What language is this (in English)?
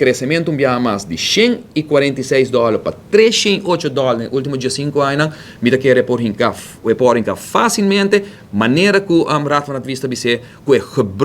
Papiamento